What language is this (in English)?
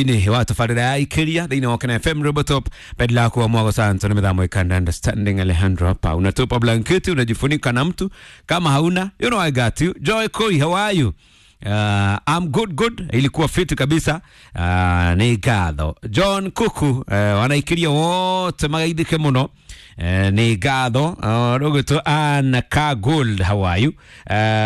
Kikuyu